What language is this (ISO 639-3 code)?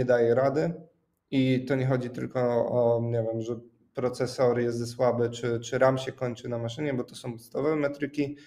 pol